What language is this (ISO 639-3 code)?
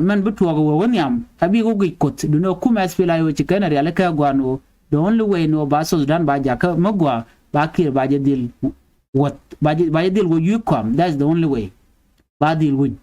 nus